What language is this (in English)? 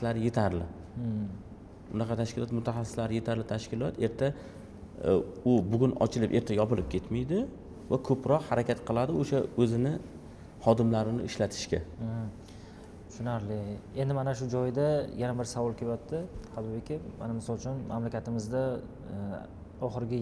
Uzbek